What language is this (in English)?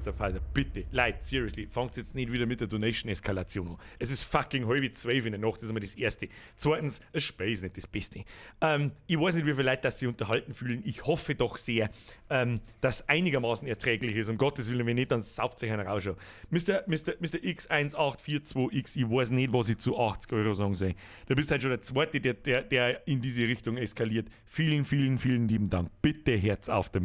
Bavarian